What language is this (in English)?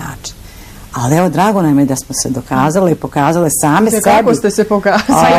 Bosnian